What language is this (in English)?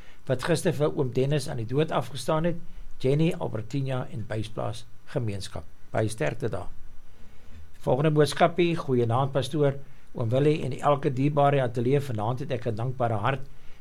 Afrikaans